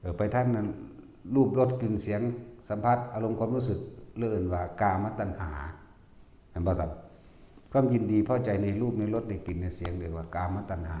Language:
Northeastern Thai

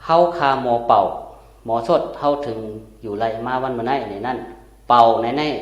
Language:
Shan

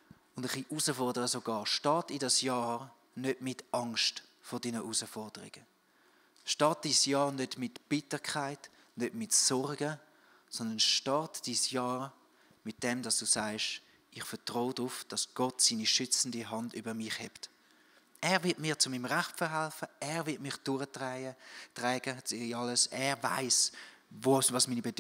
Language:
Swiss German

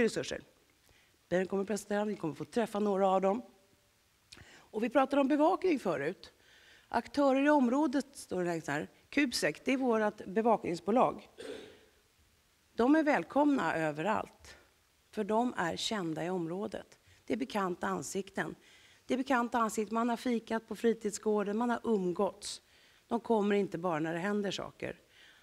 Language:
Swedish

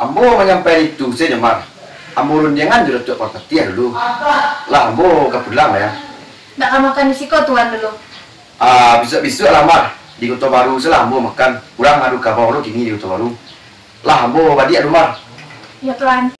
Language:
Minangkabau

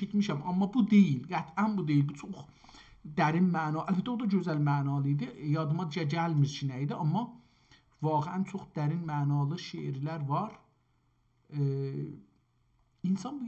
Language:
South Azerbaijani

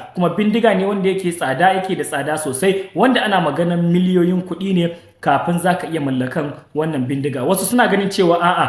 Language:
Hausa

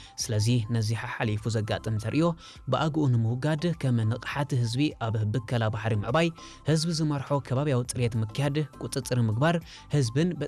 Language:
Tigrinya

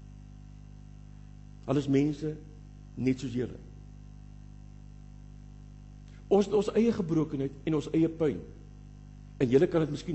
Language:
Afrikaans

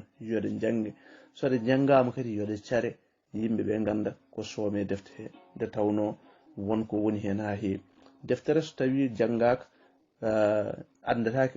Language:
Fula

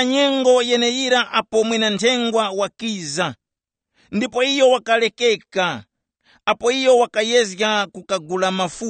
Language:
Tumbuka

